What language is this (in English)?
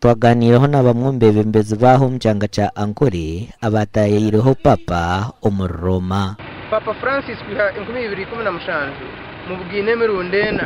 Nyankole